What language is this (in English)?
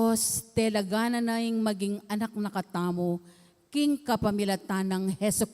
Pampanga